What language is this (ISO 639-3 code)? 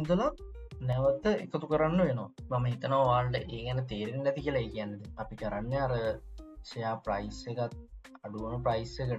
sin